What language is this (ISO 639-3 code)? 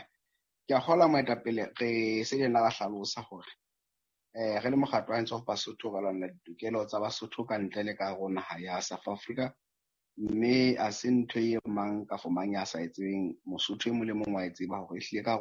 sot